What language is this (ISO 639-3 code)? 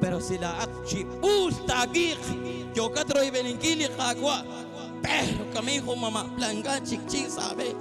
kek